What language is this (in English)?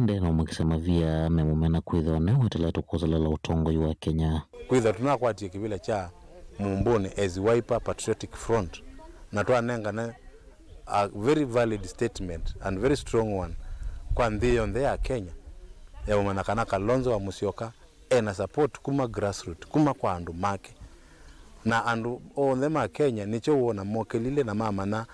Kamba